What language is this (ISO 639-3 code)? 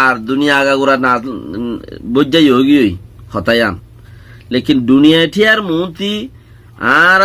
rhg